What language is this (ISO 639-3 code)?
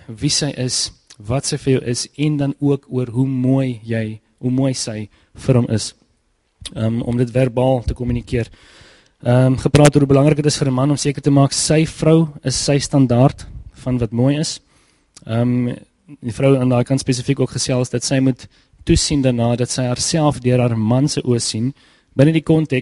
afr